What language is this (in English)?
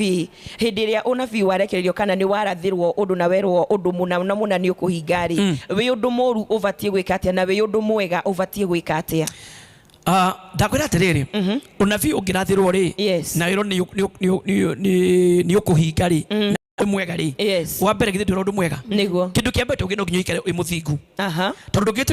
Kikuyu